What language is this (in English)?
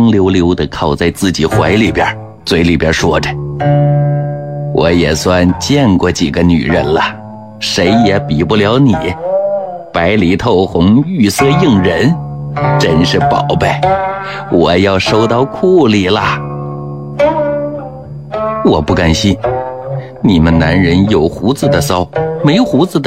Chinese